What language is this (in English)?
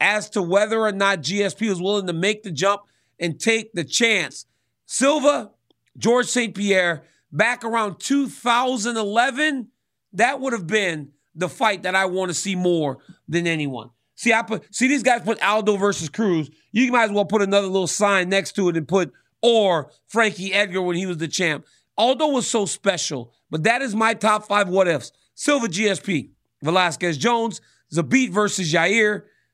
English